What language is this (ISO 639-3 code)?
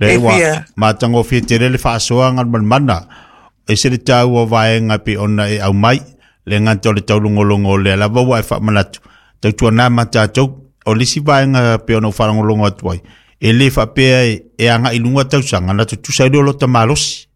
smo